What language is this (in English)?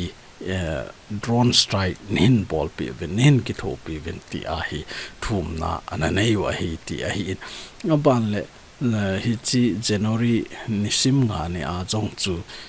Thado Chin